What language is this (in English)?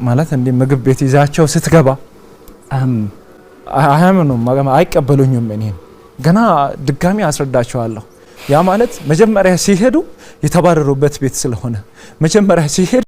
Amharic